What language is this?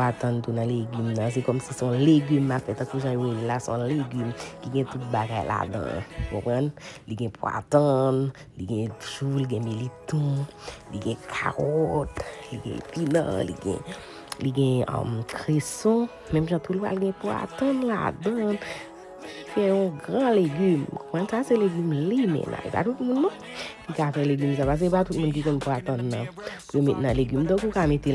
Haitian Creole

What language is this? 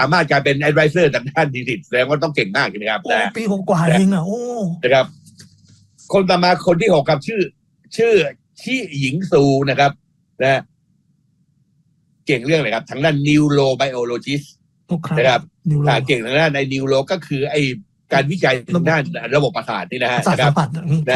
Thai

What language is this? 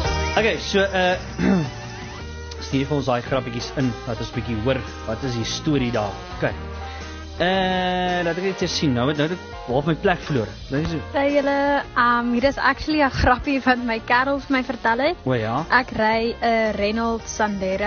Afrikaans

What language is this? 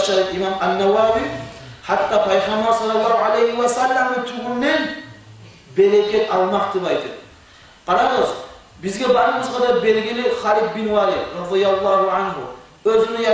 Kumyk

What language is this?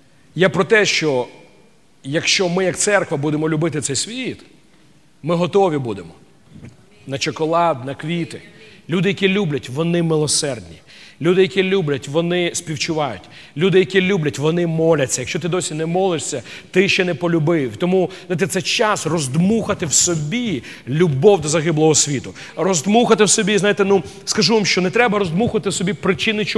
Ukrainian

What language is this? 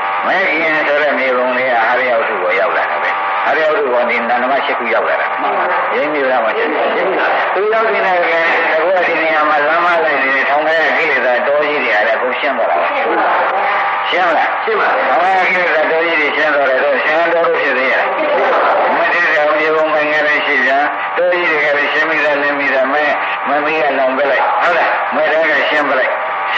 Burmese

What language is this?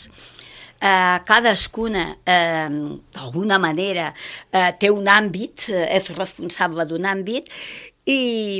Catalan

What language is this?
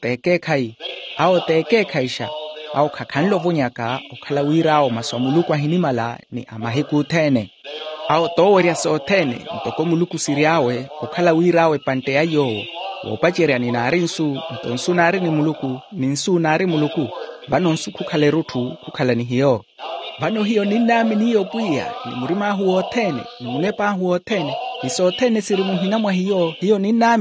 Makhuwa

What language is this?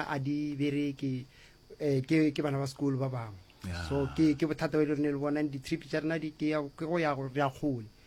Northern Sotho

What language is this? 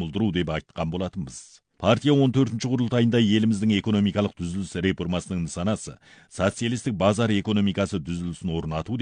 Kazakh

